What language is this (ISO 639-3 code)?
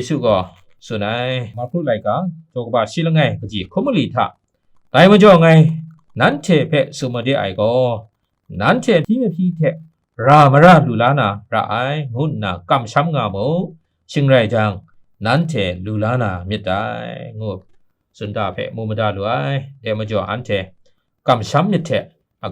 kac